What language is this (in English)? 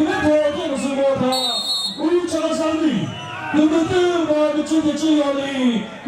Chokri Naga